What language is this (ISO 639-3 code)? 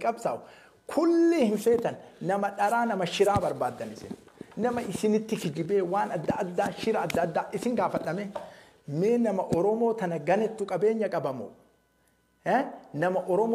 orm